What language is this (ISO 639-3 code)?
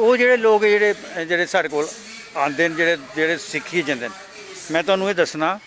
doi